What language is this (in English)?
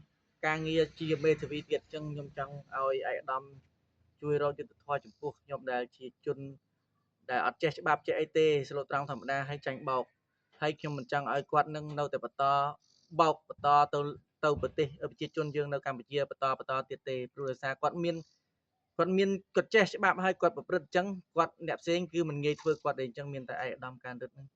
Khmer